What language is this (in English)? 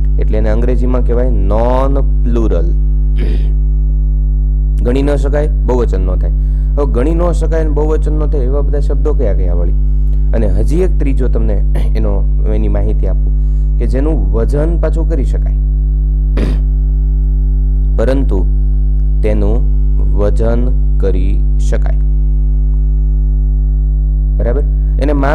Gujarati